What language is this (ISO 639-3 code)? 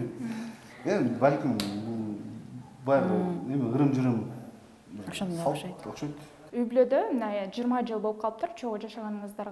kir